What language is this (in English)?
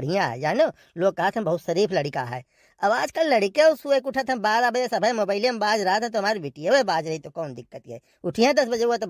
Awadhi